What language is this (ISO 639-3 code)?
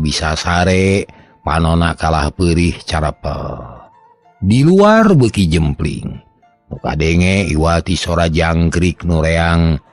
sun